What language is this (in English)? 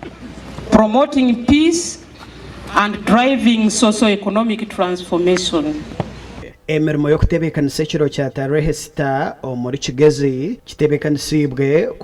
Nyankole